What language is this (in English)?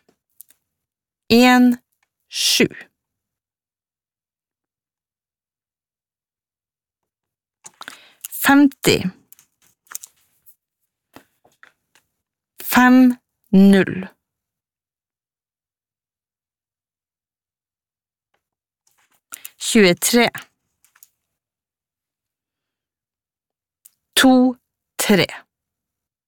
Norwegian